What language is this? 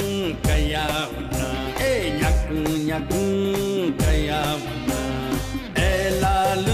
Newari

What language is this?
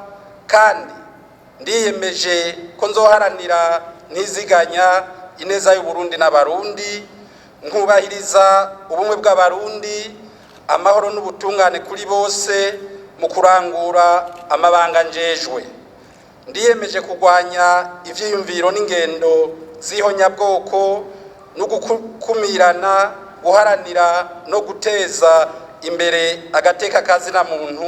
Rundi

